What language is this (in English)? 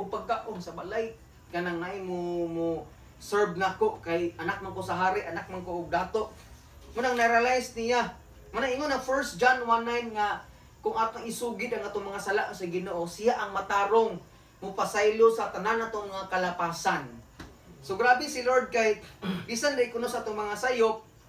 Cebuano